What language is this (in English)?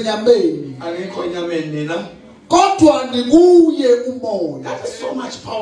Zulu